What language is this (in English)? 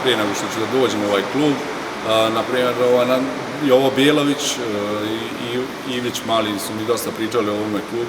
Bosnian